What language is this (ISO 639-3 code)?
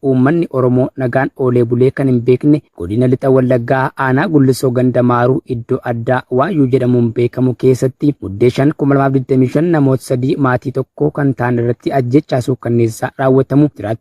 orm